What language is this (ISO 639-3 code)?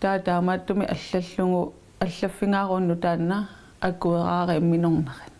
kal